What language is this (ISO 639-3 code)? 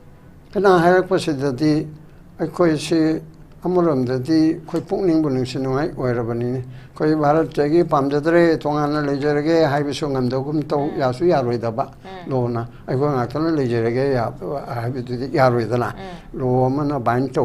mni